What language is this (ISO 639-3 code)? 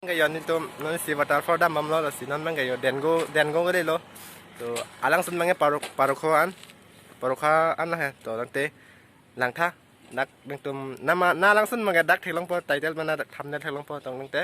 mjw